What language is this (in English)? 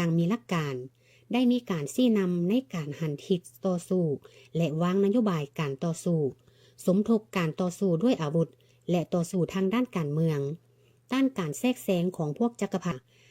Lao